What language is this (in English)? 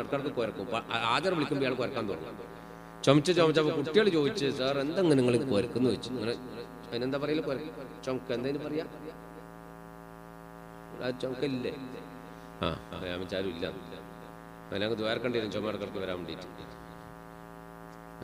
Malayalam